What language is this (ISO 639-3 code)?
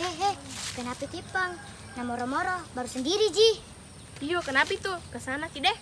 mfp